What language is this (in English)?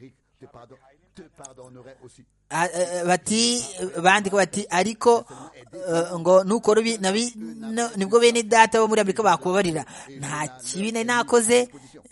Kinyarwanda